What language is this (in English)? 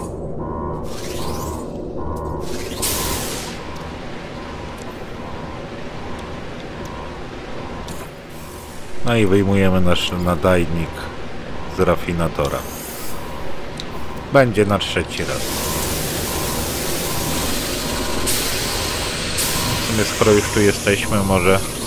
Polish